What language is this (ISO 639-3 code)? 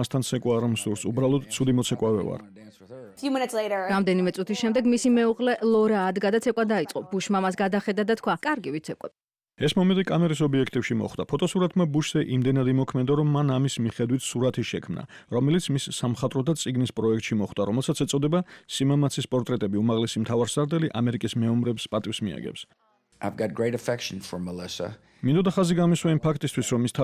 kat